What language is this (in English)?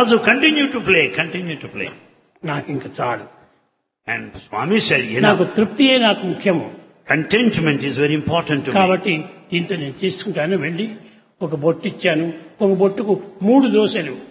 Telugu